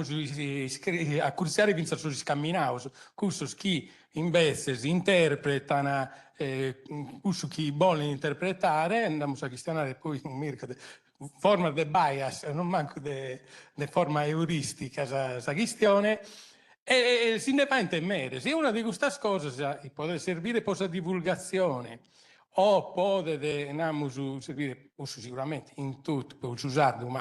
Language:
Sardinian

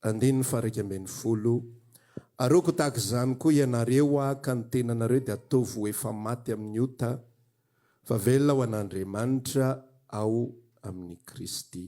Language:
Malagasy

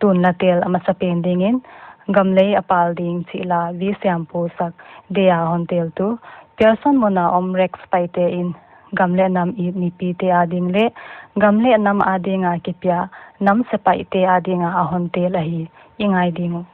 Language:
Paite Chin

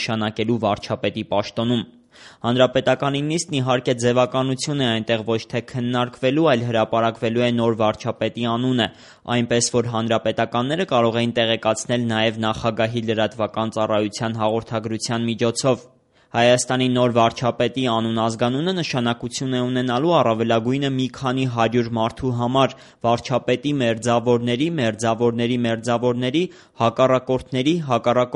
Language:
Armenian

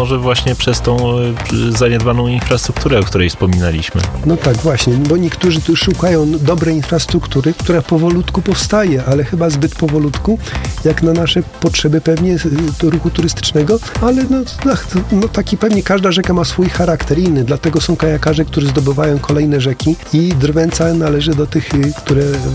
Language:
Polish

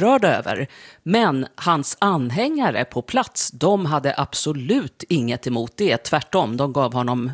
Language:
Swedish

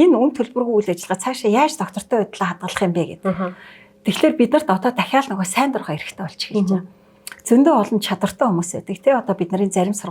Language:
Mongolian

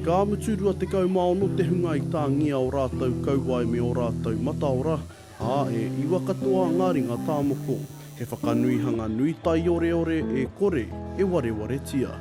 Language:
Māori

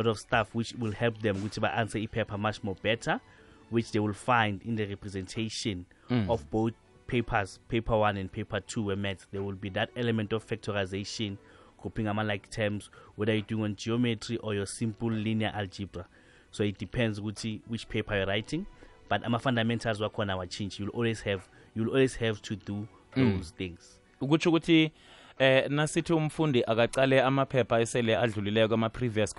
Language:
South Ndebele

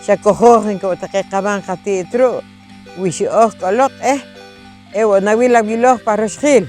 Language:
Poqomchi'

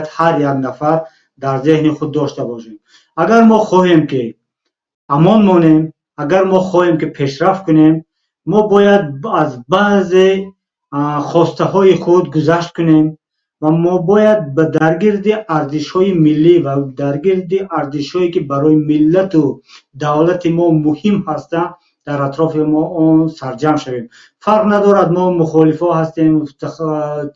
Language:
Tajik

